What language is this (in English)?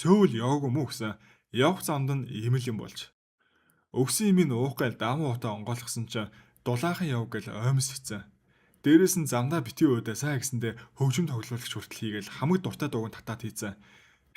Mongolian